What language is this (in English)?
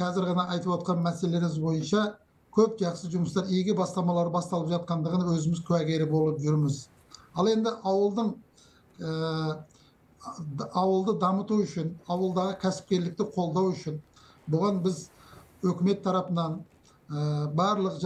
Kazakh